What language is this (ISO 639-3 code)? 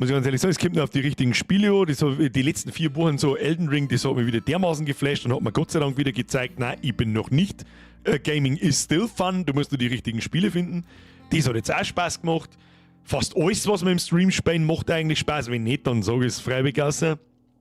bar